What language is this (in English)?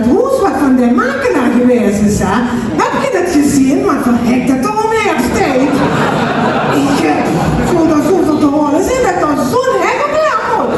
Limburgish